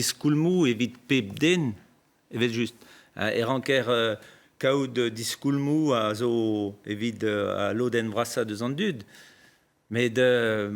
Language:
Breton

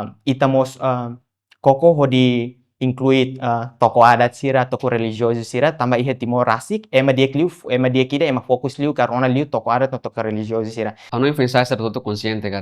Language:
Tetum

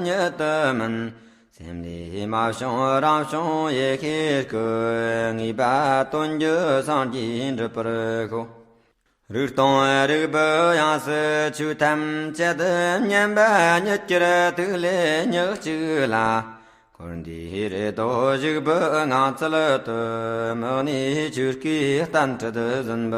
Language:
Tibetan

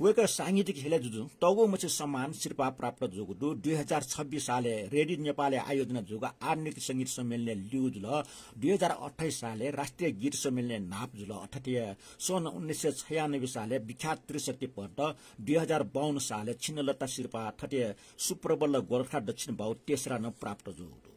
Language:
Newari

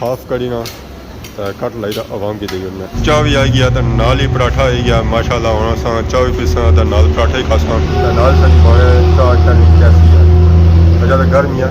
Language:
Pahari-Potwari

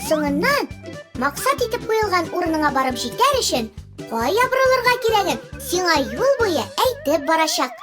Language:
Tatar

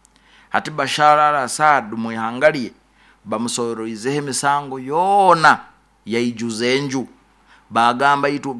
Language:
Nyoro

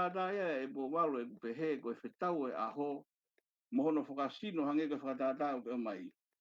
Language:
Tongan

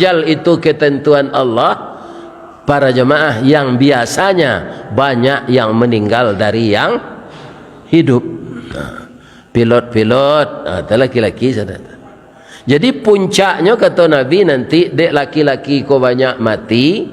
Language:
Minangkabau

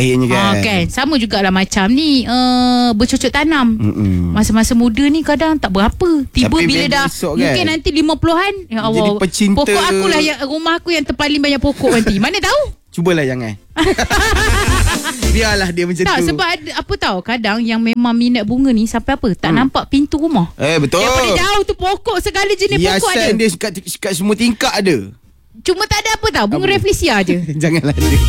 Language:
Malay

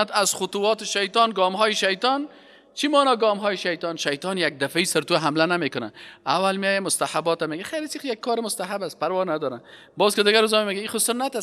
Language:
Persian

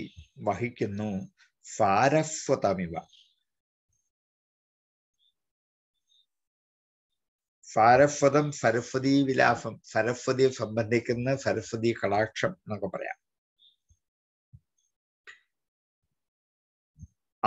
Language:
Malayalam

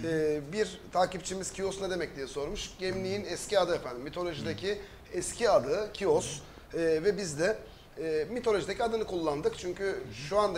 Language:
Turkish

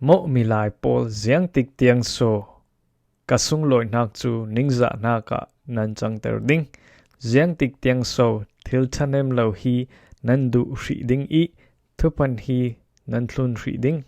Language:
Falam Chin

